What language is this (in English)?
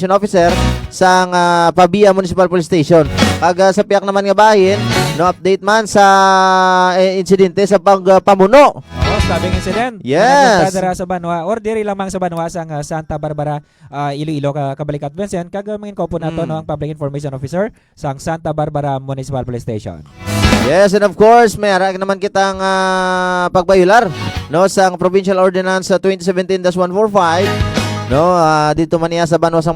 Hiligaynon